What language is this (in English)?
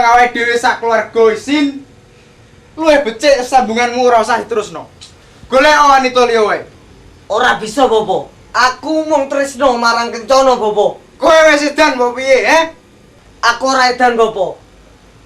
Javanese